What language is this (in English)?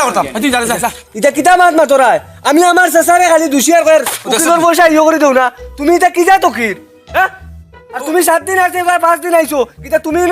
Sylheti